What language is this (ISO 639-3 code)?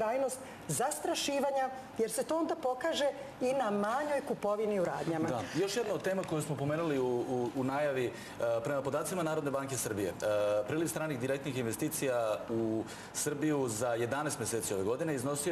srp